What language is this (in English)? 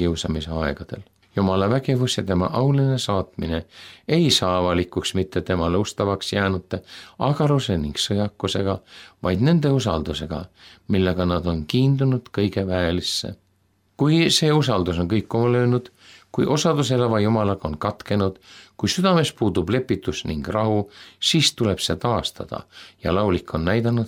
Estonian